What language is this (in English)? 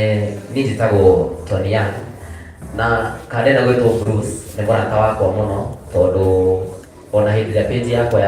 Kikuyu